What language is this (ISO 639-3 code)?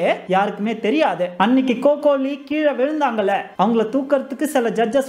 tam